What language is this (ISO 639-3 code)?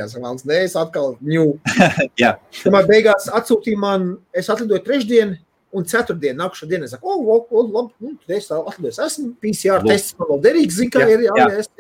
lav